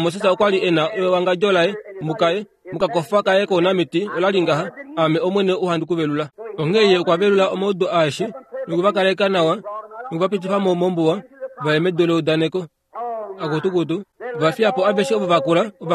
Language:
Kuanyama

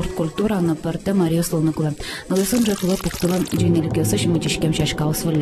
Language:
Udmurt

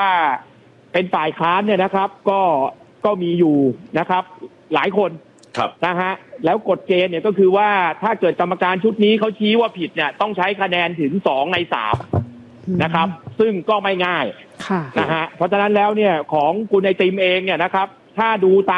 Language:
Thai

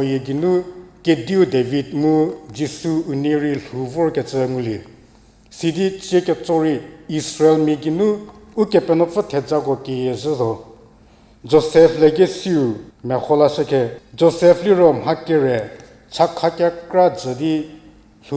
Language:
Angami Naga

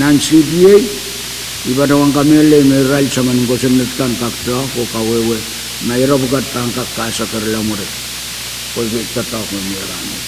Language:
Pohnpeian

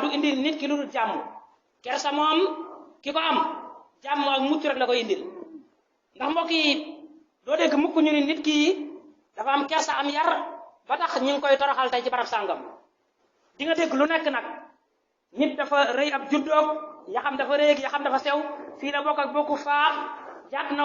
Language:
Wolof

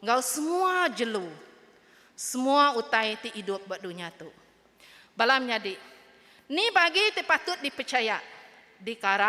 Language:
Iban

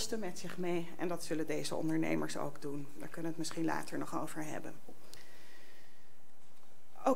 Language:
Dutch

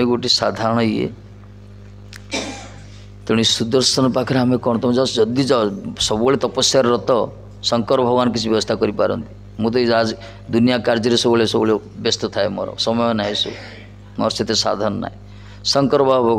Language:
Odia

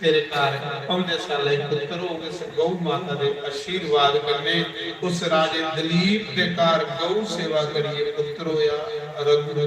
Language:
Dogri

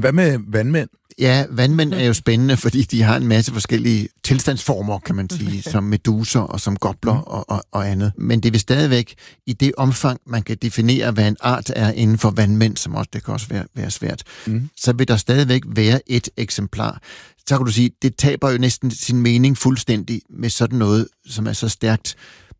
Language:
Danish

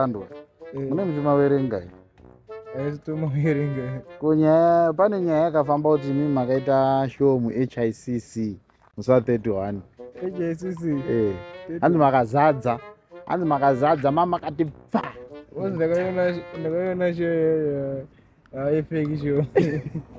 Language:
Shona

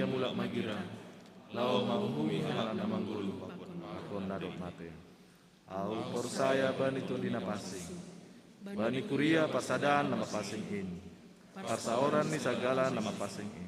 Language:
Batak Simalungun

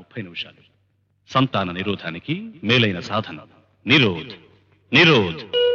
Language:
Telugu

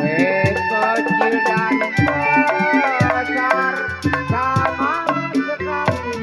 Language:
Betawi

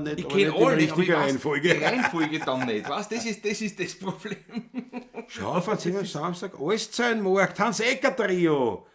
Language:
Bavarian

